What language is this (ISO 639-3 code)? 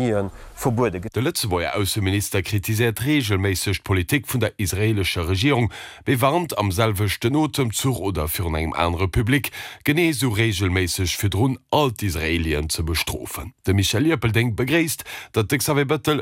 ltz